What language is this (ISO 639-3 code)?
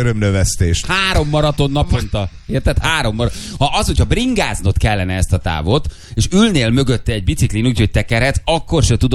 hun